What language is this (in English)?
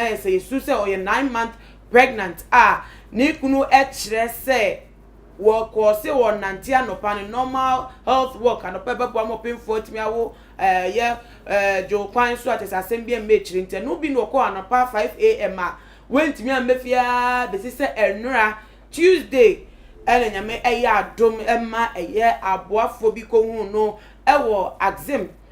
Akan